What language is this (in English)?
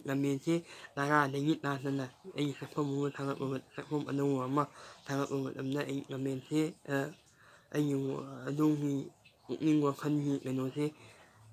Manipuri